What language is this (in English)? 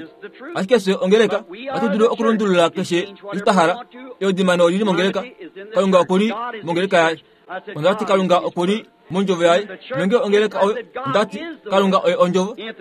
Kuanyama